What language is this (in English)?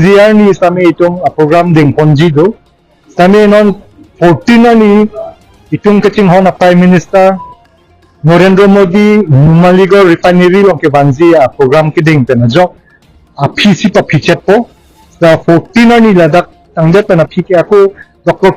Karbi